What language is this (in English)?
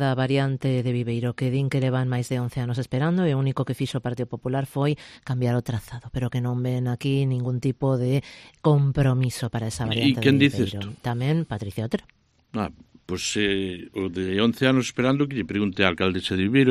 Galician